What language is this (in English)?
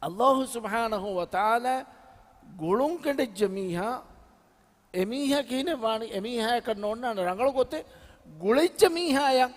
Divehi